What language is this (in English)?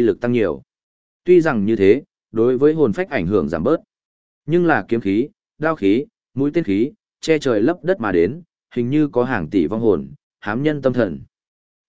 Vietnamese